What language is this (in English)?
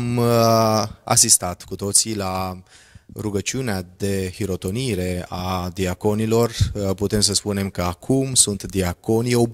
Romanian